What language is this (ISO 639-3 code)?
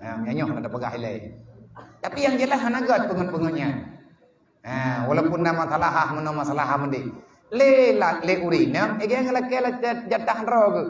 ace